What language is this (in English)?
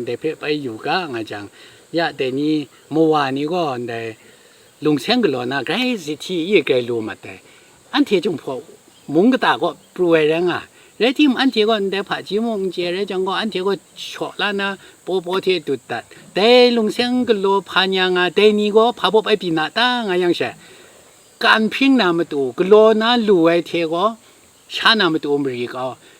Kachin